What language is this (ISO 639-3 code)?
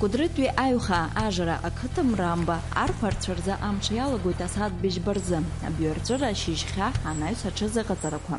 abk